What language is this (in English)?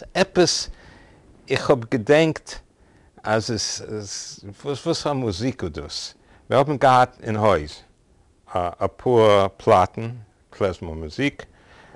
Yiddish